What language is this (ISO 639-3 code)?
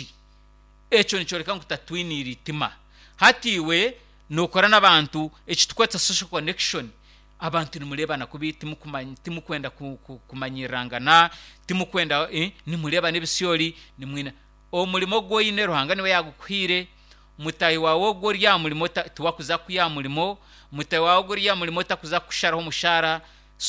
nyn